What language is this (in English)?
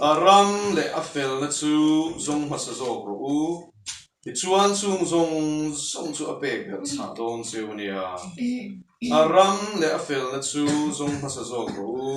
Mizo